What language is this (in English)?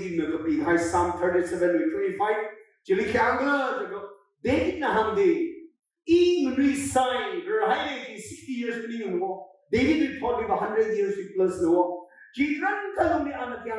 Tangkhul Naga (India)